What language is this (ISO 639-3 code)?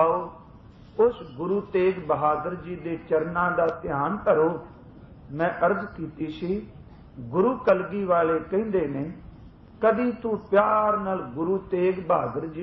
pan